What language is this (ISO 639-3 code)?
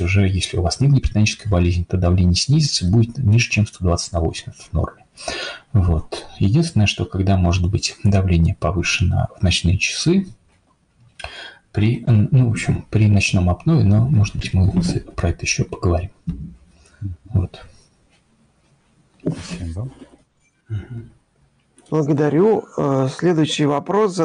rus